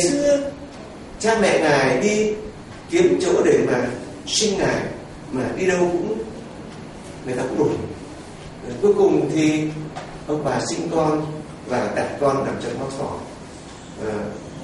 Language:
Vietnamese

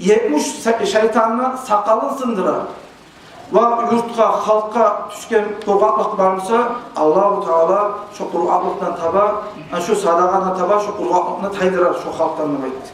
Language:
Kumyk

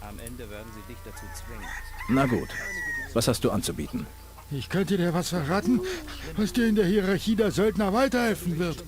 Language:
Bavarian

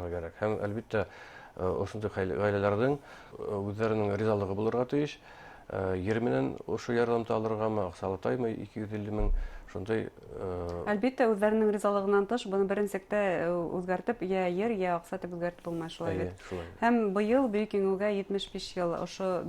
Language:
Bashkir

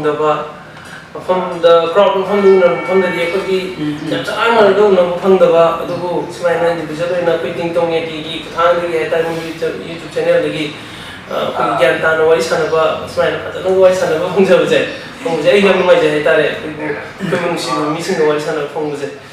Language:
Manipuri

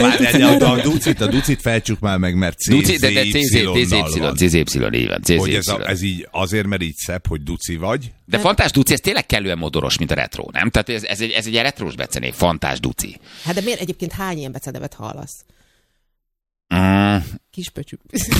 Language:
Hungarian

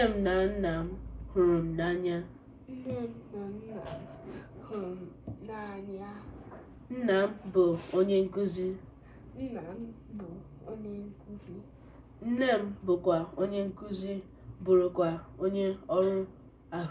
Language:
Igbo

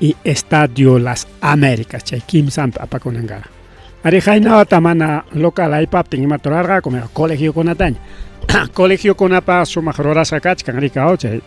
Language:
Ayacucho Quechua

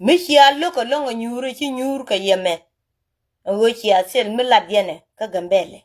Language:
Nuer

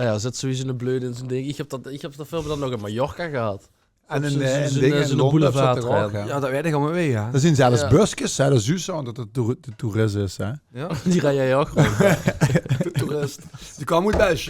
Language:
Limburgish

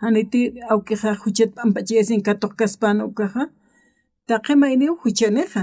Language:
Aymara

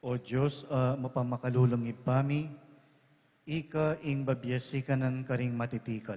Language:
Pampanga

